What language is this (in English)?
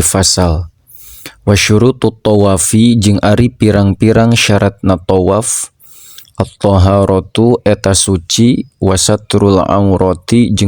Sundanese